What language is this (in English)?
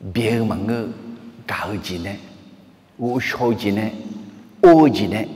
Akha